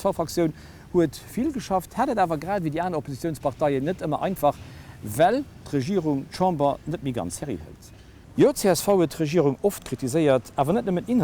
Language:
Luxembourgish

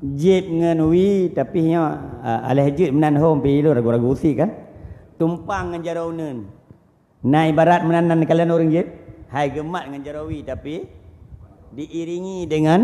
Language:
Achinese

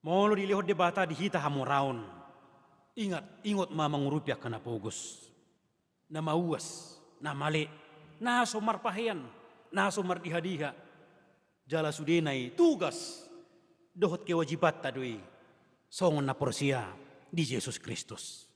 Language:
Batak Toba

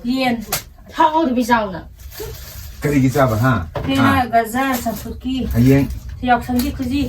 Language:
Manipuri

